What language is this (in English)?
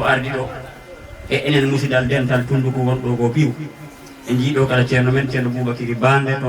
Fula